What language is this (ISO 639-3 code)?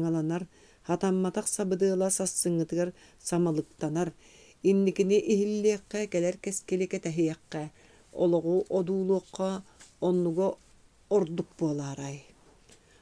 sah